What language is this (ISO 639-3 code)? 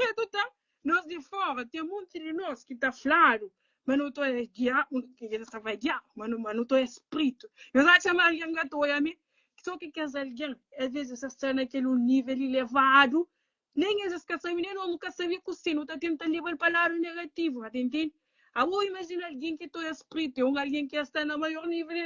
kea